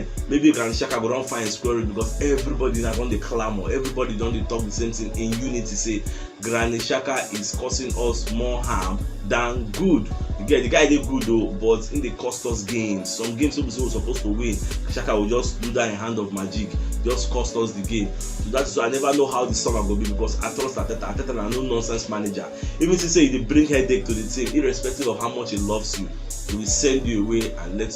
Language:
Nigerian Pidgin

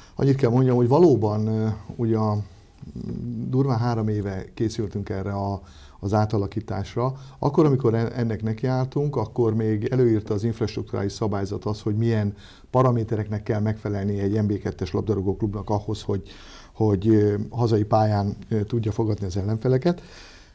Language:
Hungarian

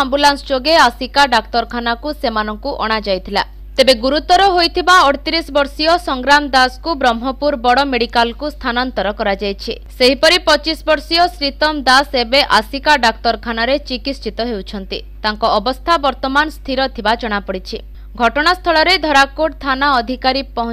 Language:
Odia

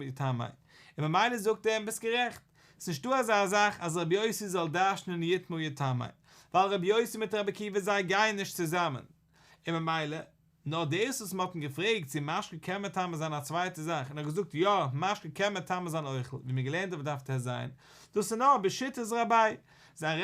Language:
Yiddish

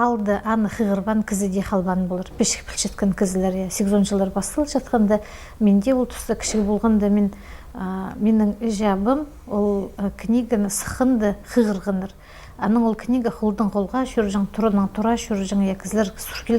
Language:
Khakas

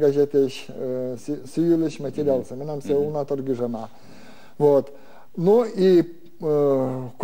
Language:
Belarusian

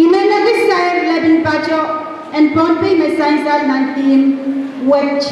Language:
Pohnpeian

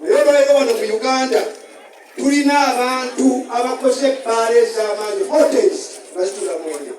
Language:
Ganda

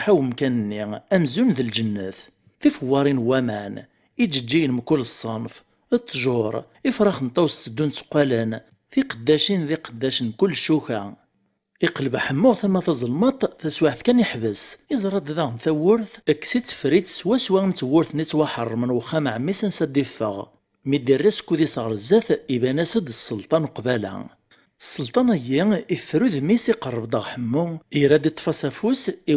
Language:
Kabyle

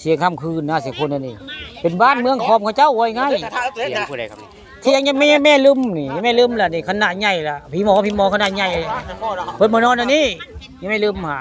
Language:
Northeastern Thai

